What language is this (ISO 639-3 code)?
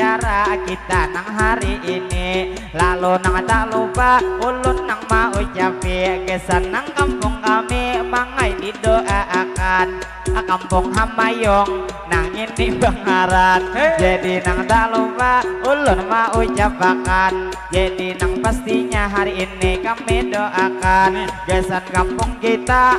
bjn